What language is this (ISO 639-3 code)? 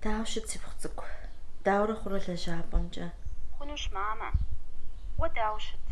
kbd